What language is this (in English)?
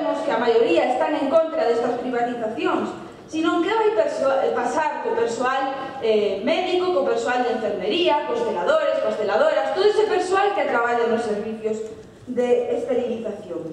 Galician